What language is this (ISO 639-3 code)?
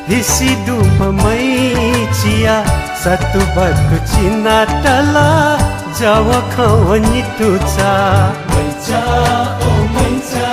new